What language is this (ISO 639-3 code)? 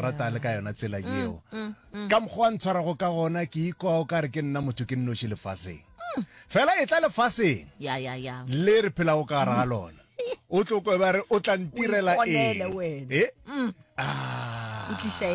nso